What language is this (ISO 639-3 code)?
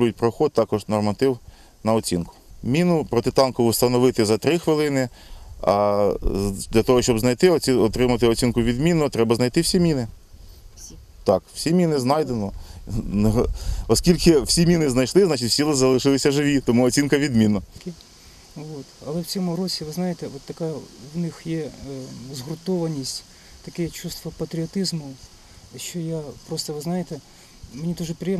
ukr